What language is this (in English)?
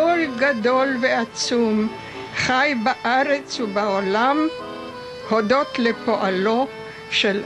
Hebrew